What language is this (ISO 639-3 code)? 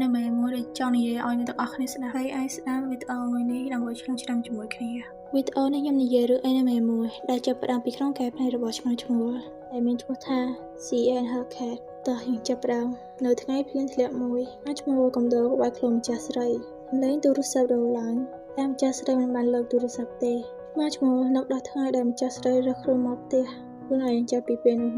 khm